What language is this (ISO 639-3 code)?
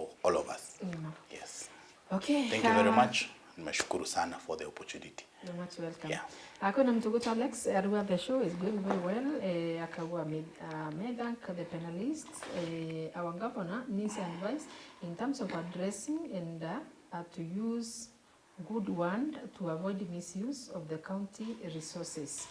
mer